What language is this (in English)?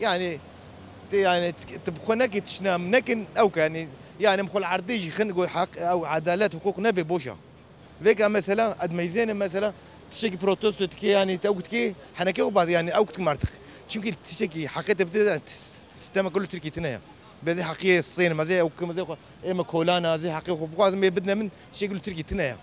Kurdish